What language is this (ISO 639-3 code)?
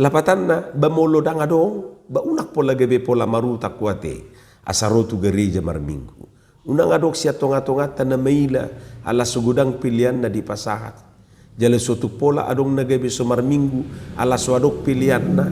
bbc